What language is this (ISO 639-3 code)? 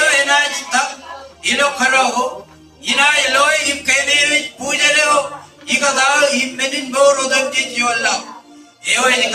mah